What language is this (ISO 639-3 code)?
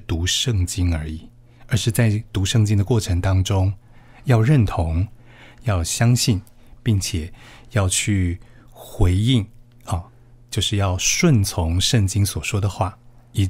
zho